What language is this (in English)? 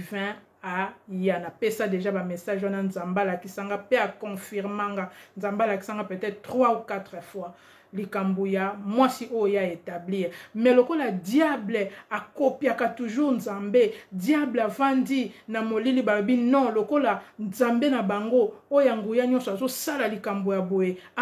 Lingala